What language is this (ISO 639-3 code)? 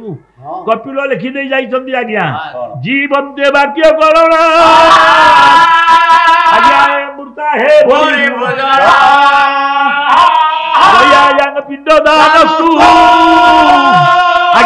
ori